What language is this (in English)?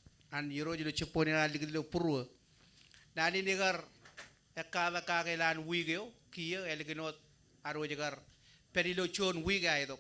Marshallese